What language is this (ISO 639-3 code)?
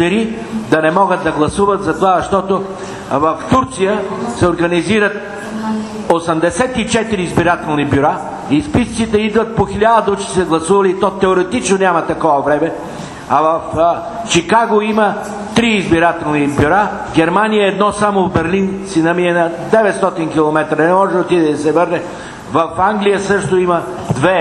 bul